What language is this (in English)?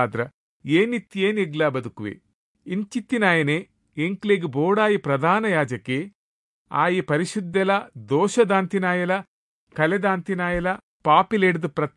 Tulu